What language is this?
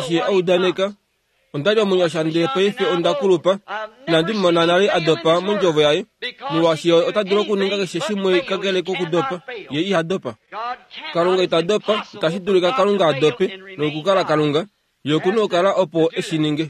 Kuanyama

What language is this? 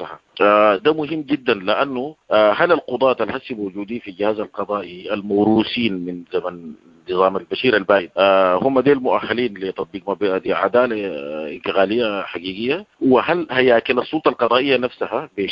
Sudanese Arabic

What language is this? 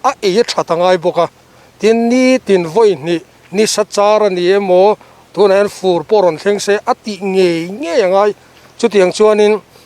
Mizo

